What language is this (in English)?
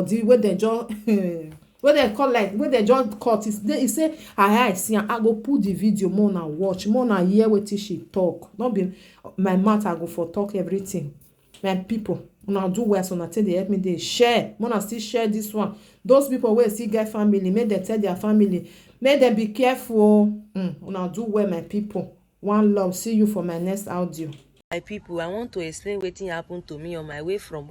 Nigerian Pidgin